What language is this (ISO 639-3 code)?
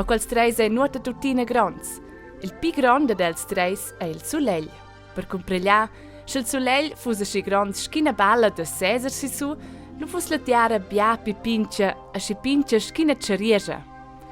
roh